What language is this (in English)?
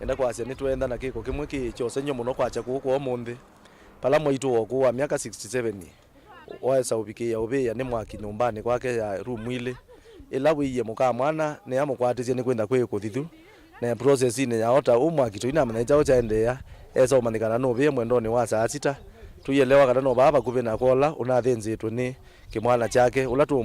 Kamba